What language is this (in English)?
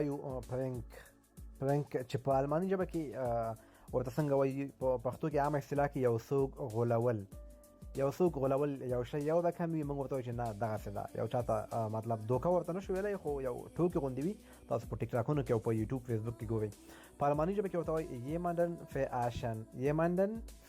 Pashto